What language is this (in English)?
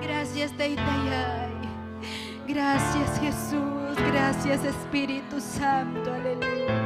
Ayacucho Quechua